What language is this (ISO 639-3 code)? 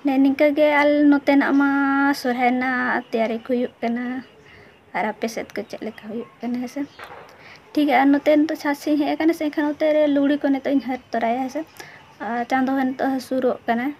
sat